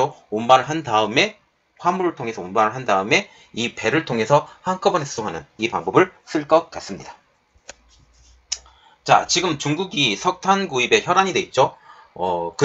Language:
Korean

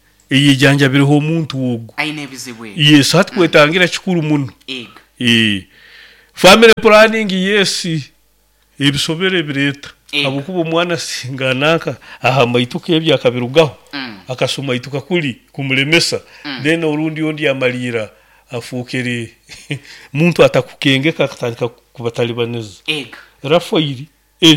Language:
Nyoro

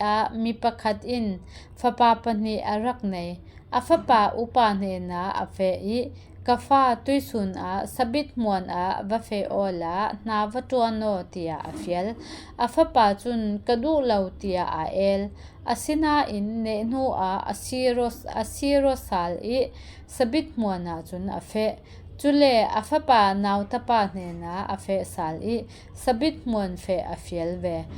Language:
Falam Chin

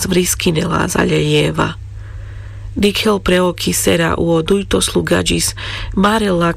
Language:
Carpathian Romani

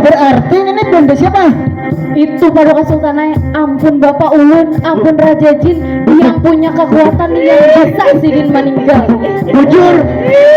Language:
Banjar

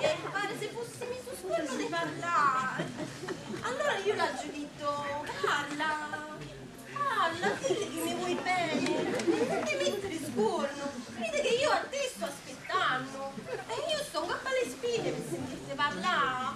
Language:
Neapolitan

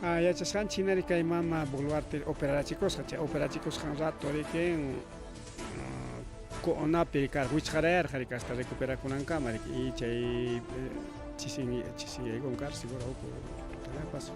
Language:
Ayacucho Quechua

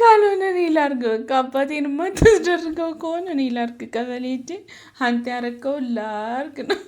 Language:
Amharic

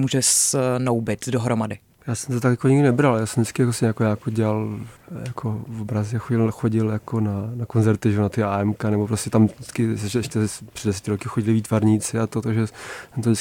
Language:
Czech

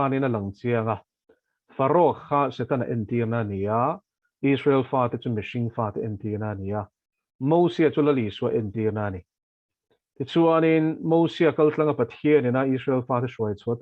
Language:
Mizo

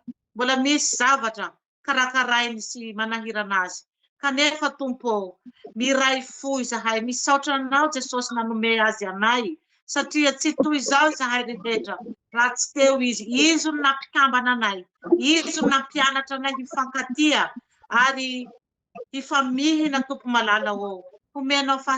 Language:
Malagasy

